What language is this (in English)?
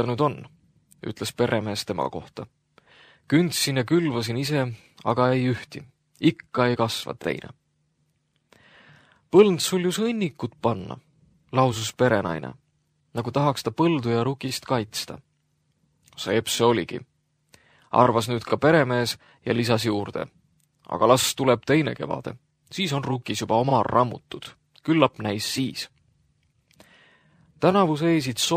Estonian